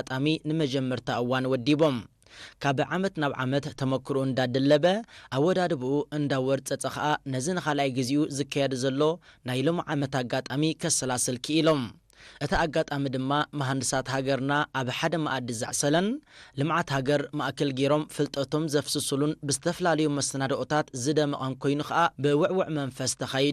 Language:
Tigrinya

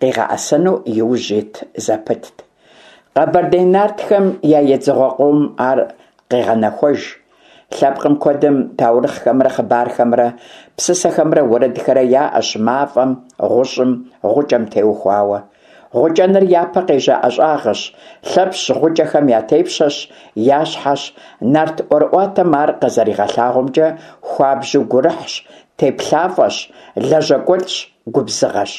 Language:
Kabardian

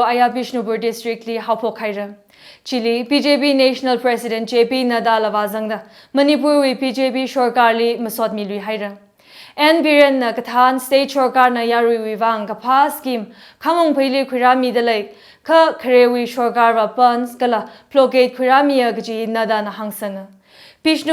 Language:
Tangkhul Naga (India)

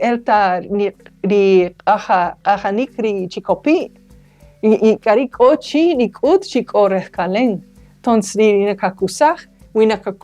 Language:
Kaqchikel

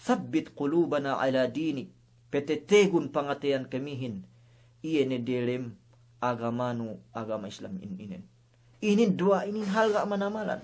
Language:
Yakan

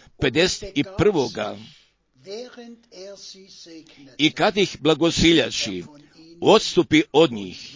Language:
Croatian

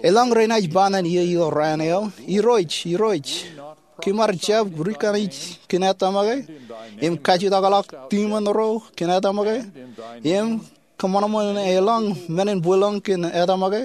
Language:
Marshallese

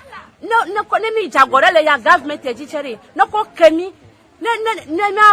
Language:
Ewe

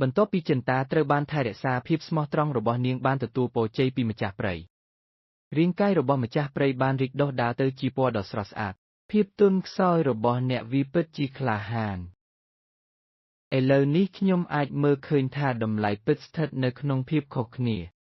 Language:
Khmer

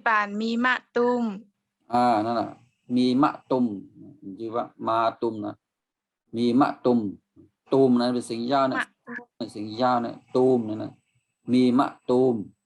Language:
Shan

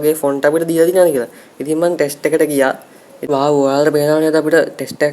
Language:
Sinhala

